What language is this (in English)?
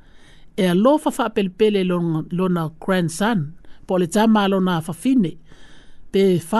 Samoan